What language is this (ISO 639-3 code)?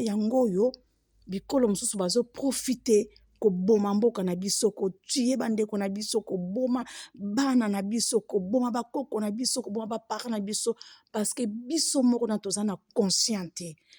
lin